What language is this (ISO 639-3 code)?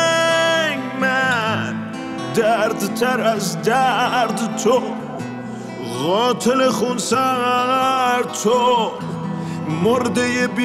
fas